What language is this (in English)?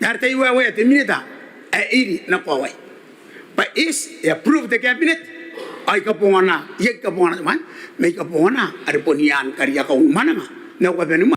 Gilbertese